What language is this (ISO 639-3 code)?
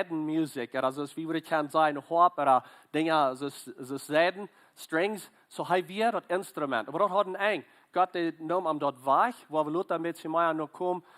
pdt